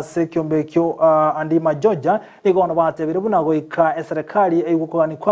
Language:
Gusii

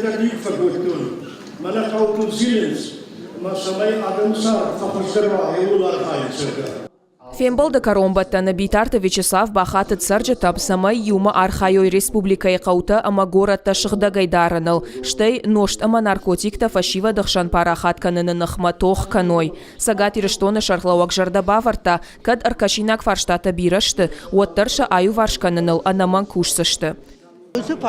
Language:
Ossetic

